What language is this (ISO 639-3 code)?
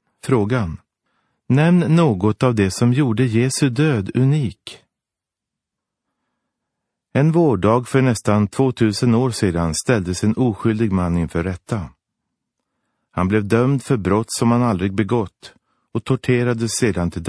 swe